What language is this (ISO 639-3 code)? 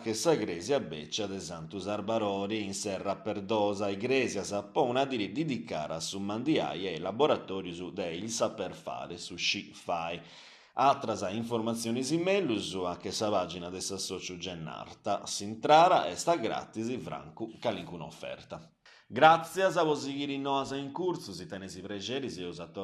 srd